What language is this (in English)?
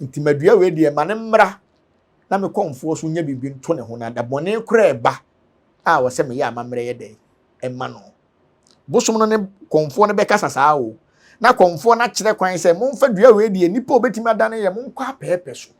Akan